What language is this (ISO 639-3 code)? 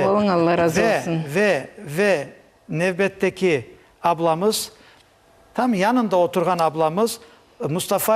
crh